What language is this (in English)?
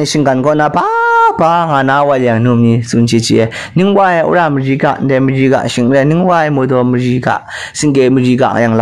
Kachin